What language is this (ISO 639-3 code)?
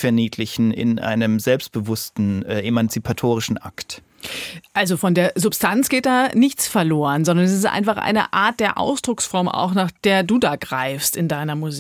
deu